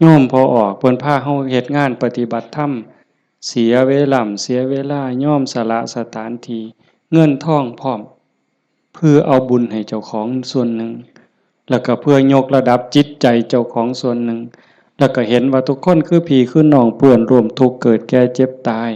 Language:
Northeastern Thai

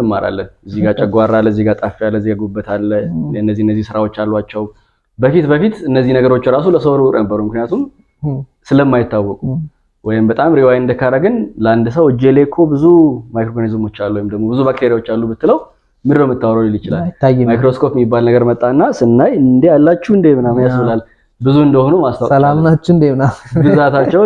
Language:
Amharic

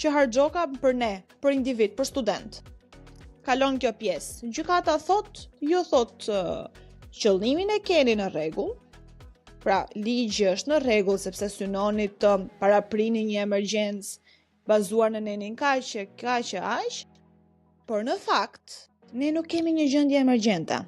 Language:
Albanian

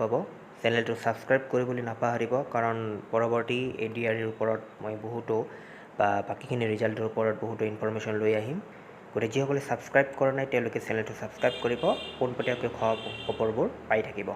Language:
Assamese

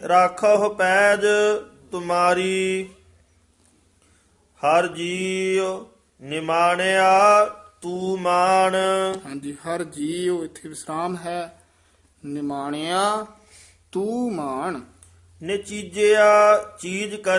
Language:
Punjabi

